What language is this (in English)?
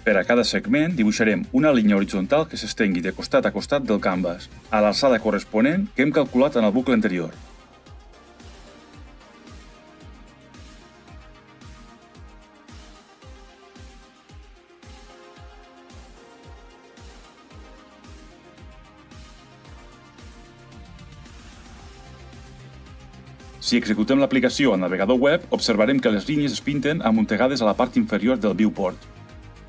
Catalan